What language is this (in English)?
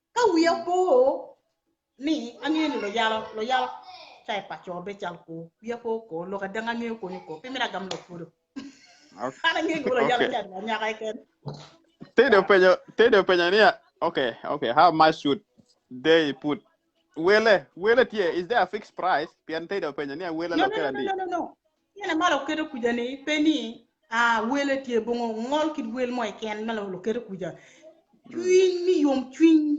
Acoli